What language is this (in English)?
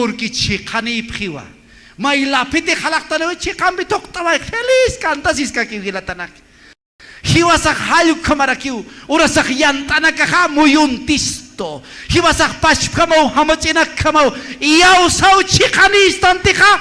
Aymara